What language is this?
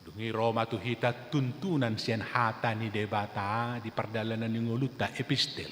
Batak Toba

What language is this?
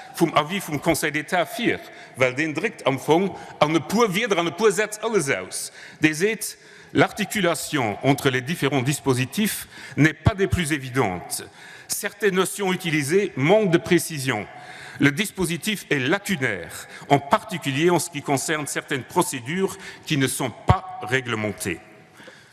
Luxembourgish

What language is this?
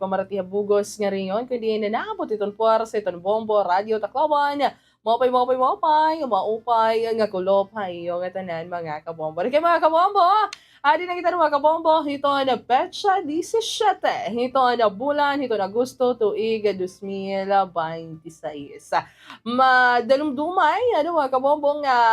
Waray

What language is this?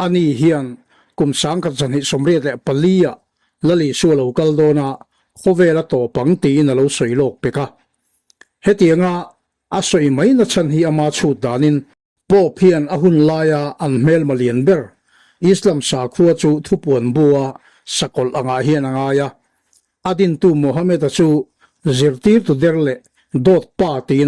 Mizo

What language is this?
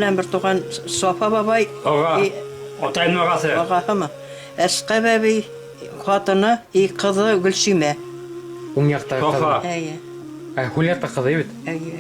Bashkir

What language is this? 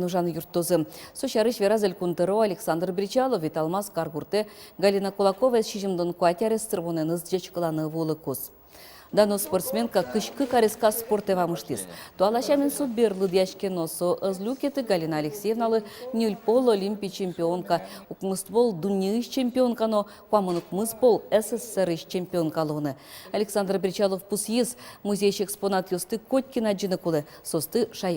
Udmurt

